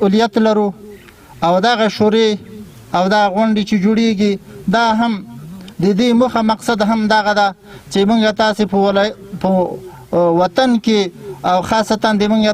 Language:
Pashto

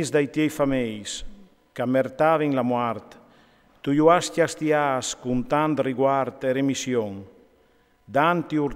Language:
Friulian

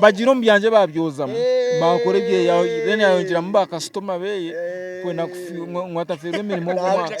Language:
Nyankole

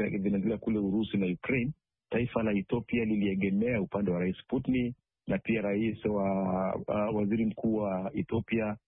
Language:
Swahili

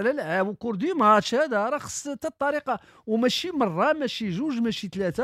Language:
Moroccan Arabic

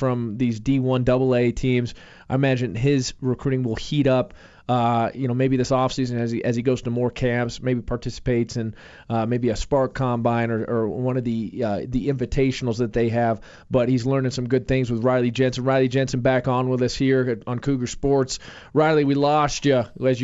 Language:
English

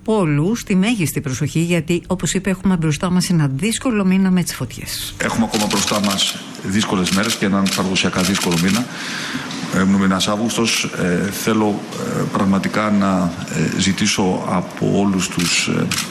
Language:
Greek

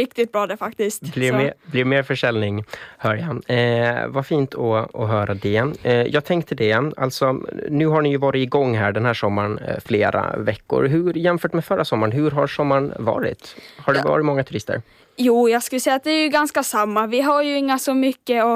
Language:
Swedish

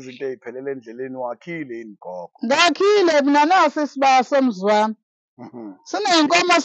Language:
Zulu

